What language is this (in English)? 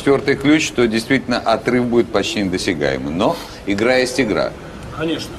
Russian